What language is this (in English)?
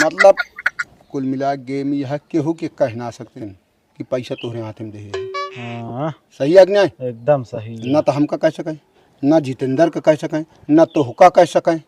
Awadhi